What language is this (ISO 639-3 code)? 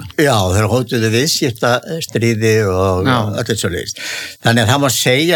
isl